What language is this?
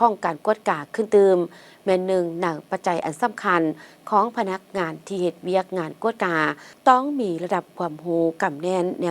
Lao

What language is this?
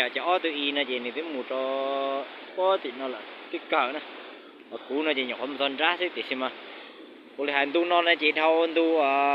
Hmong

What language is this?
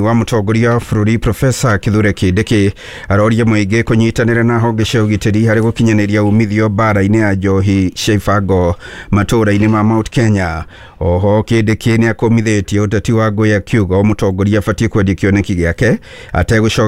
Kikuyu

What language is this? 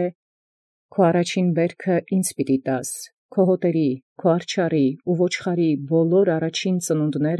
Armenian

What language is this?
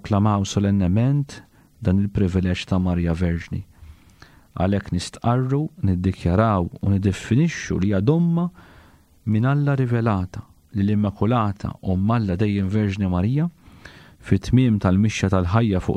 Maltese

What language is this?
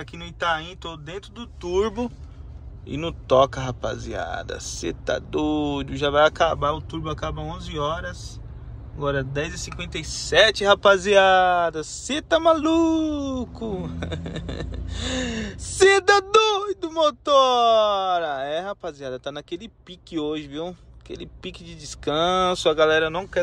Portuguese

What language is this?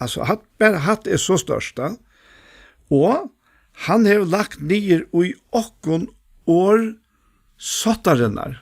Faroese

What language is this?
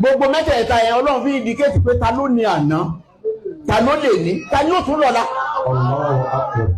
Yoruba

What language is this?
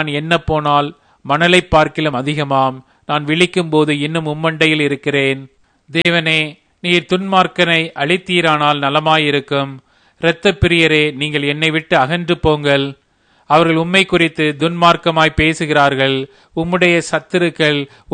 Tamil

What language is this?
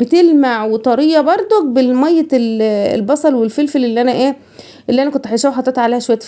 Egyptian Arabic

